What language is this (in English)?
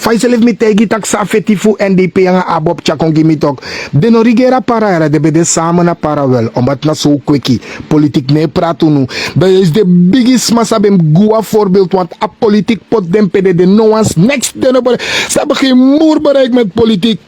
Sranan Tongo